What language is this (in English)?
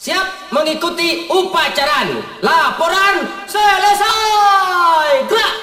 Minangkabau